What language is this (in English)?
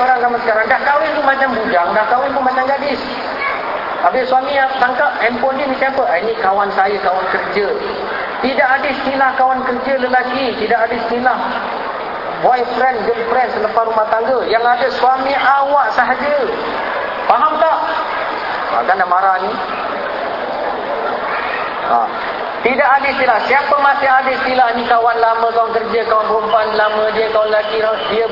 Malay